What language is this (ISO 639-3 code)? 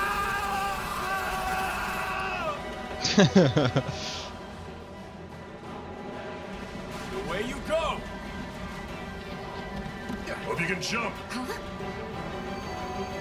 rus